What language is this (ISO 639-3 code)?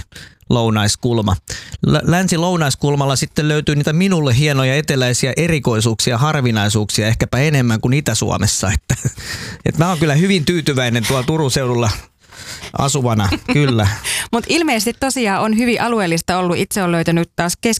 fin